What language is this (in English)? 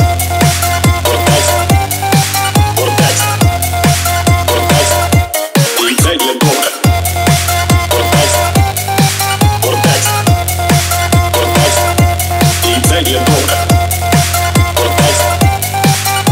Ukrainian